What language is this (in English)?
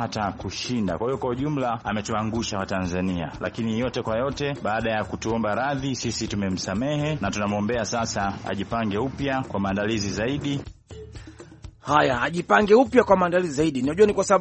Swahili